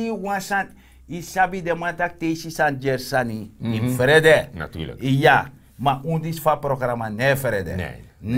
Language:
Sranan Tongo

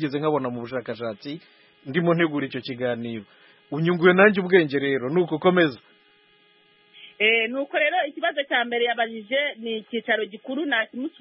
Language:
Kinyarwanda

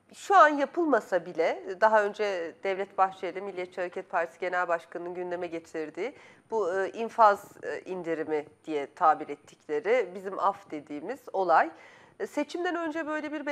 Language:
Turkish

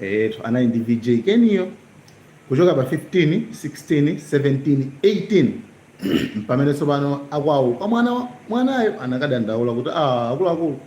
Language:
Nyanja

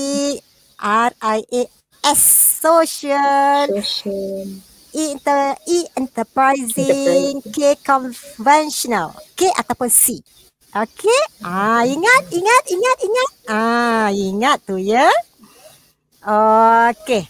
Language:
Malay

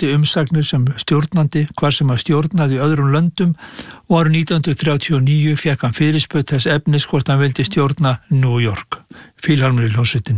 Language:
Icelandic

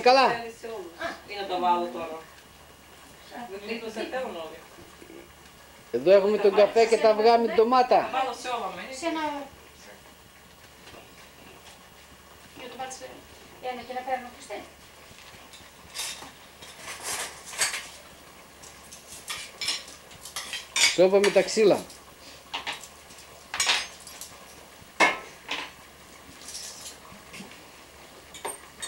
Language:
Greek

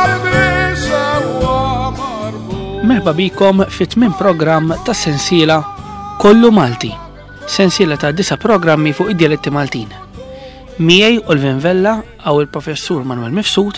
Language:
Maltese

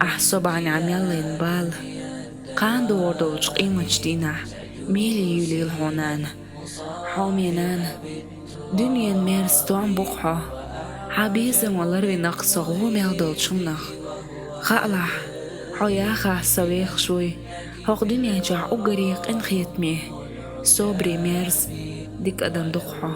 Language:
Chechen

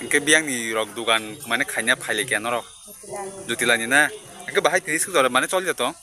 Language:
Kok Borok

